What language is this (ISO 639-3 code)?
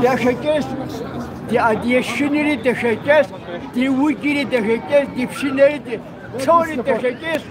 kbd